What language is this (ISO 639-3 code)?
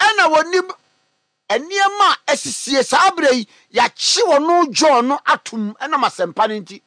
aka